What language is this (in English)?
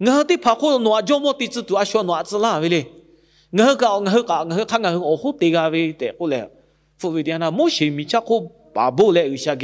Lahu